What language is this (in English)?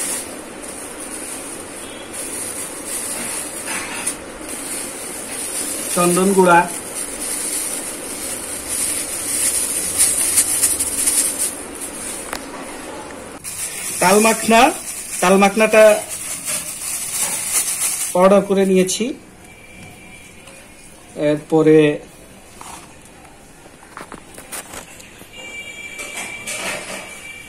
Bangla